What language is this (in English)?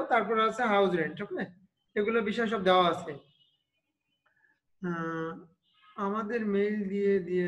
Bangla